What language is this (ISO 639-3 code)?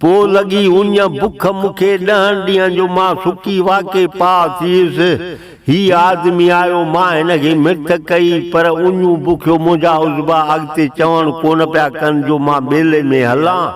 snd